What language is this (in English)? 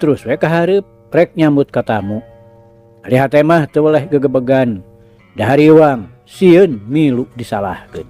Sundanese